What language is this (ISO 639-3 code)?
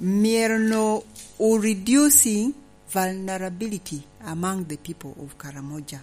laj